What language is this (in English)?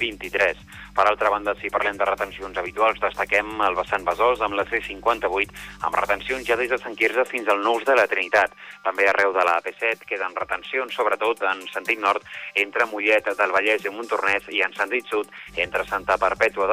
Catalan